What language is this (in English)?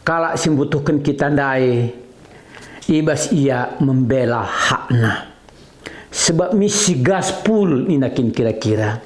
Batak Karo